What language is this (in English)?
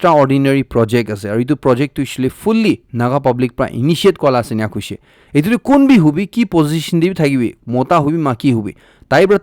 Naga Pidgin